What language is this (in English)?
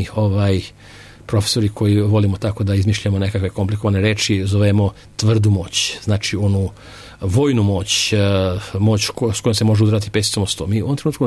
Serbian